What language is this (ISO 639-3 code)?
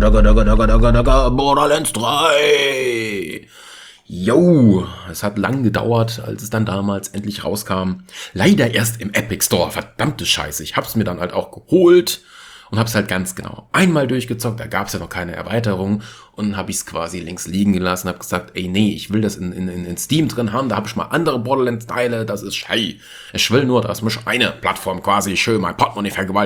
deu